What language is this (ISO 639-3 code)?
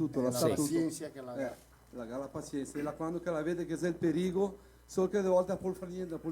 vec